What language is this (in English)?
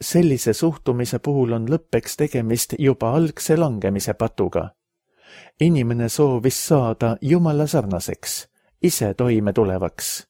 Estonian